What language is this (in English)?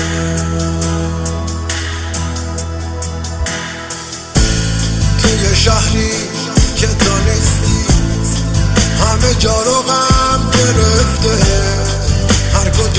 Persian